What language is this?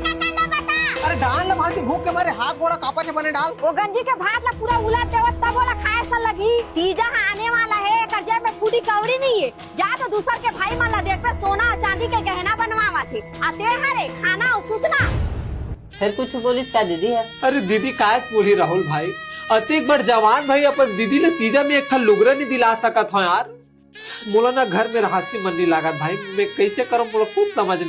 Chhattisgarhi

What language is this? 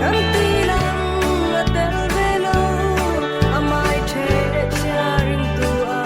Falam Chin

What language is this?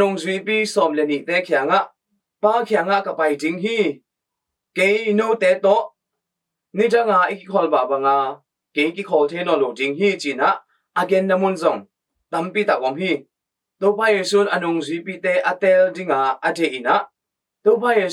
Tedim Chin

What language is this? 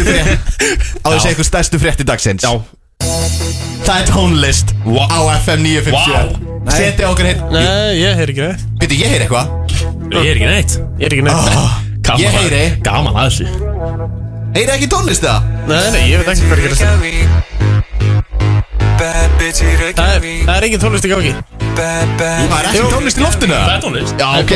Icelandic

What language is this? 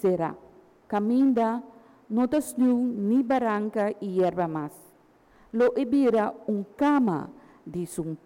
Papiamento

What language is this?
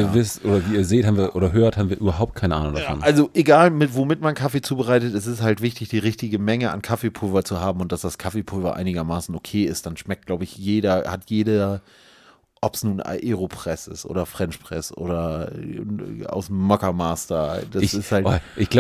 German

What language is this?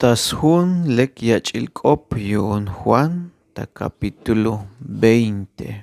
Tzeltal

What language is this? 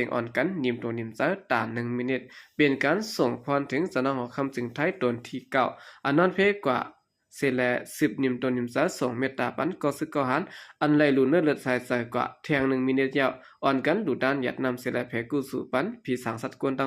Shan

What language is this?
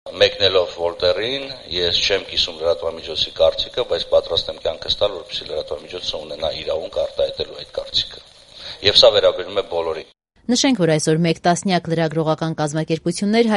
Armenian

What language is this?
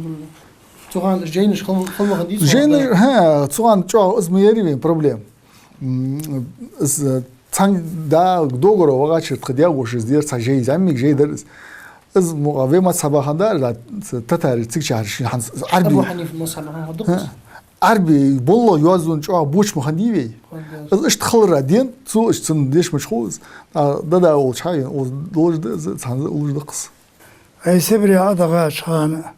Ingush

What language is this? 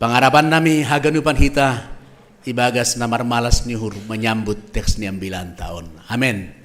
Batak Simalungun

